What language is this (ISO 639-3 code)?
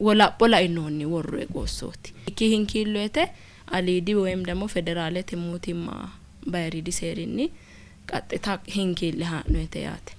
sid